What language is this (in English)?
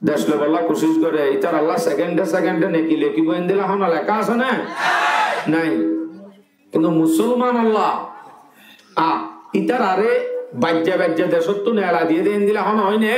Rohingya